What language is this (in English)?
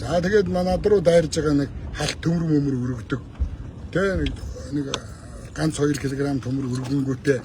Mongolian